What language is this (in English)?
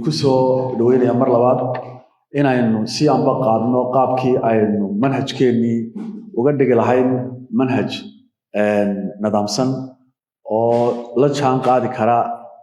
Somali